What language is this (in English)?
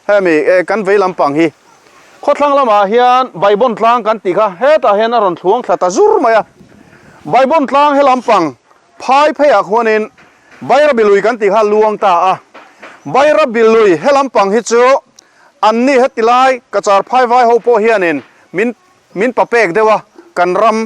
Mizo